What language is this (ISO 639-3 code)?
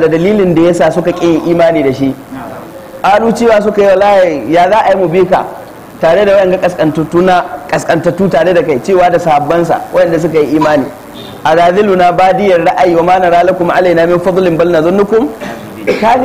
hau